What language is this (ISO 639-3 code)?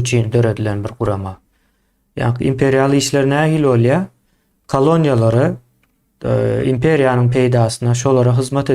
tuk